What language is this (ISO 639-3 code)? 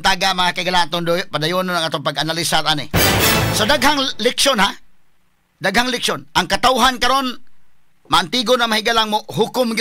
ceb